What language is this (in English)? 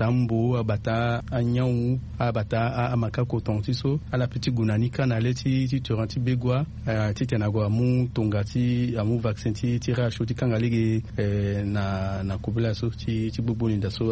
Sango